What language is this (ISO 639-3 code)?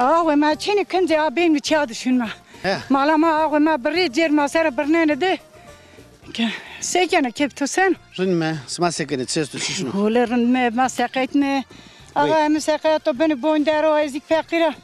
zza